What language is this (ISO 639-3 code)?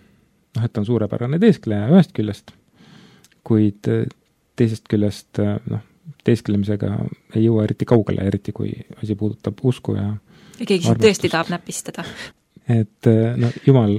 est